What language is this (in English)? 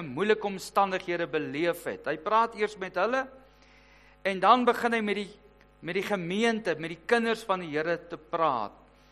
Afrikaans